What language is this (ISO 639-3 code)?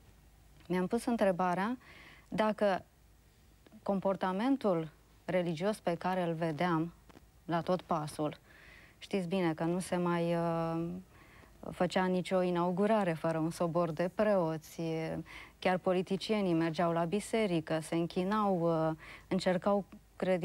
ron